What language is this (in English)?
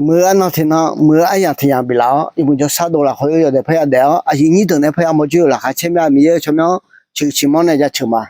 Akha